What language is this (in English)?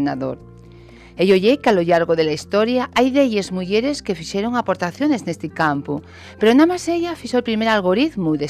Asturian